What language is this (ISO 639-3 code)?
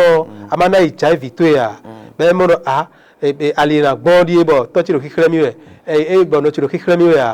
fon